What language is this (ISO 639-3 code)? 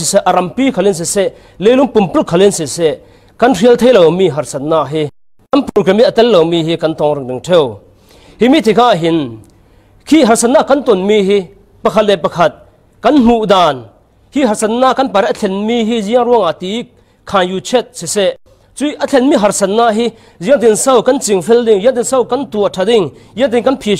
cfm